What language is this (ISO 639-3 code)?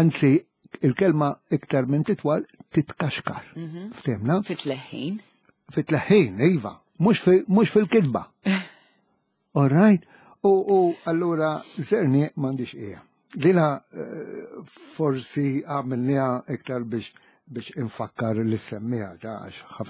mlt